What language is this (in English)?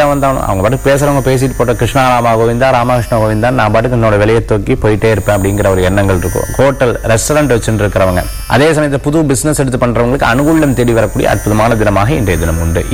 Tamil